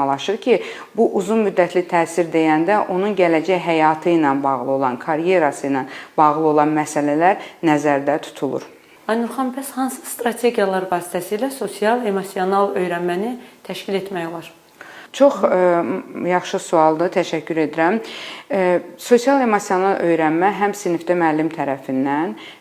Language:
Azerbaijani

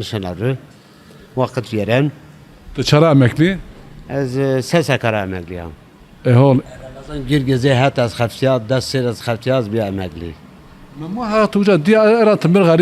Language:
Zaza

